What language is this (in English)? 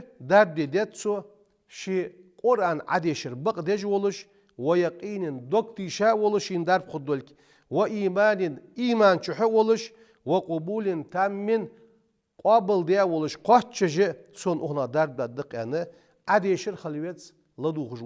Ingush